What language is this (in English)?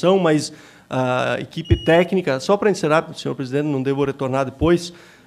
Portuguese